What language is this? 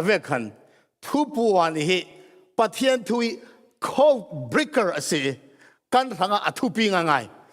Falam Chin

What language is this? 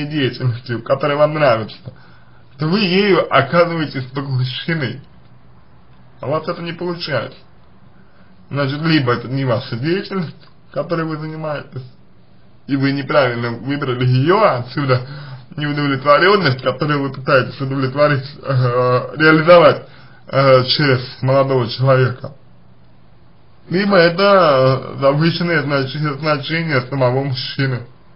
Russian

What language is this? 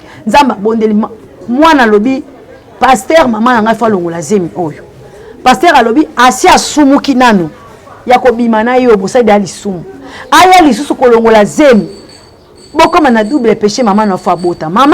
Lingala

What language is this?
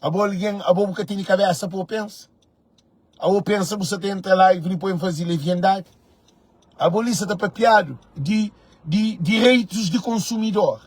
Kabuverdianu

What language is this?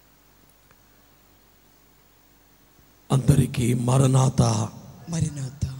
Telugu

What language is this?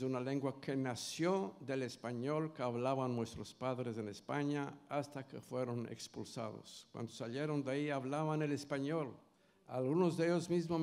Ladino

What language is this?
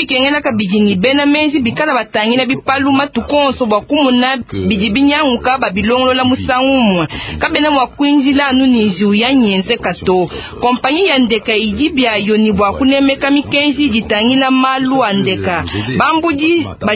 Luba-Lulua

